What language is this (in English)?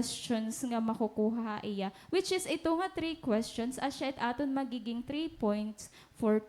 Waray